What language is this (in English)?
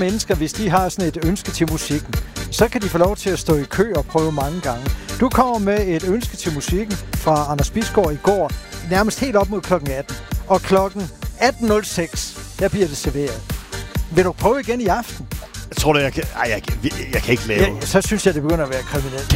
Danish